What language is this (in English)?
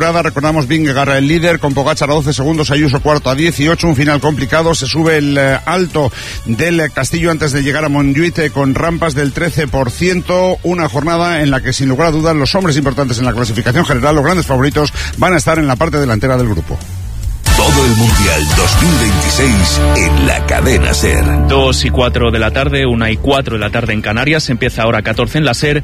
Spanish